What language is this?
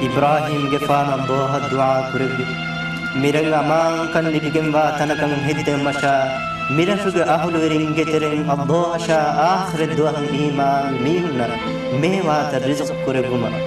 Divehi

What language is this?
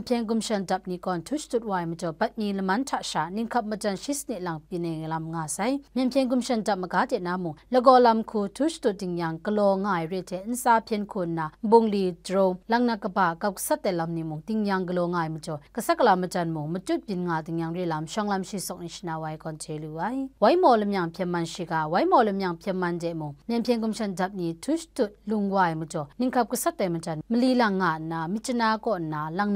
Kachin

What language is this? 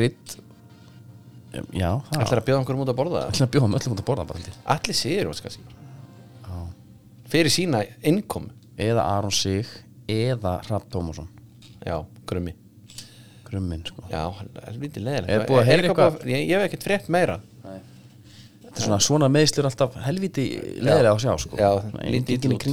Icelandic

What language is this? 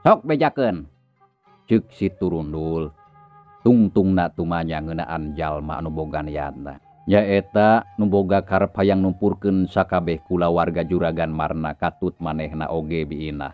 Sundanese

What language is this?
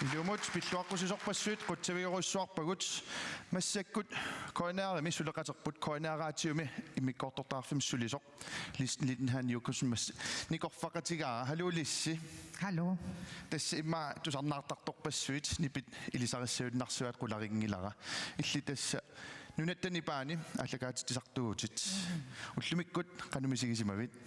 Kalaallisut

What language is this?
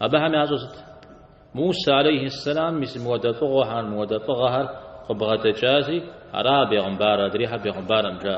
Kabardian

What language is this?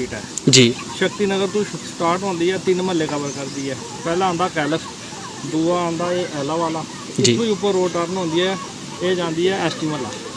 Dogri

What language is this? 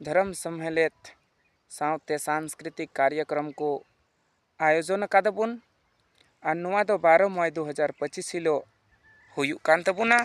Santali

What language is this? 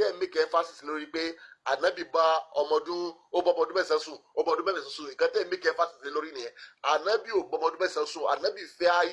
Yoruba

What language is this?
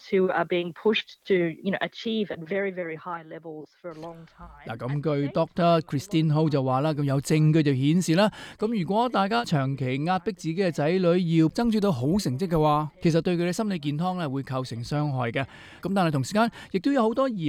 Cantonese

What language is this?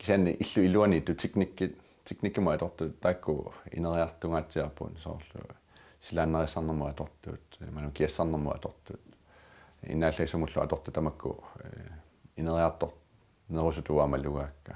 Kalaallisut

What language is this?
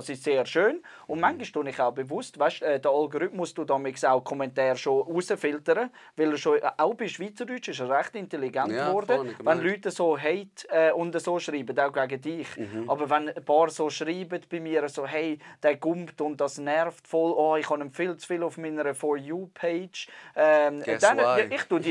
Swiss German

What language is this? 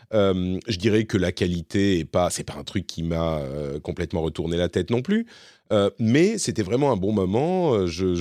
French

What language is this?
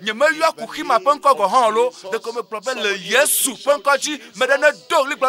Ewe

